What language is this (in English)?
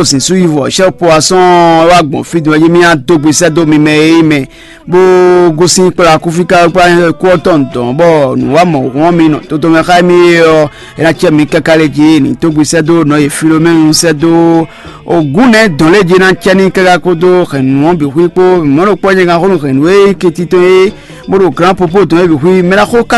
Fon